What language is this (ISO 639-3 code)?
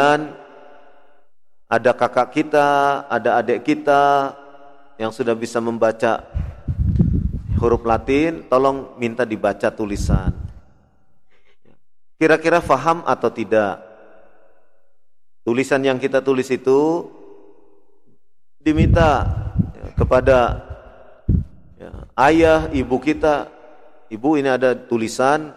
ind